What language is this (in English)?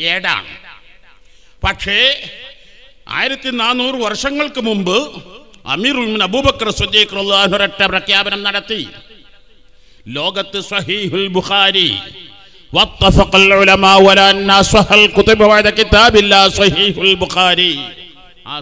Malayalam